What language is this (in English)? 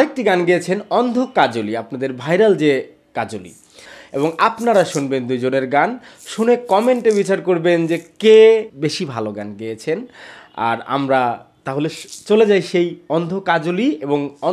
Bangla